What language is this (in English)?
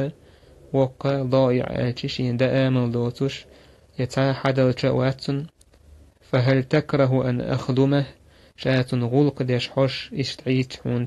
Chechen